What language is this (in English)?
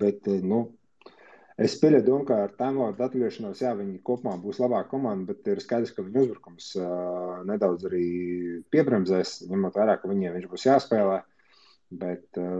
Latvian